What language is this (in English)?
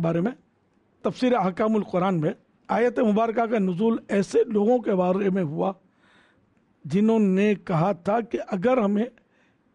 Urdu